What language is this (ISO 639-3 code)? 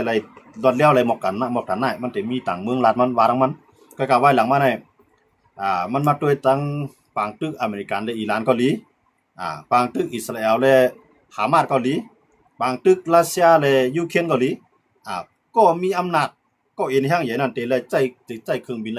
shn